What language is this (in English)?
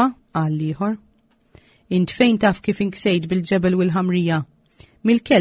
Maltese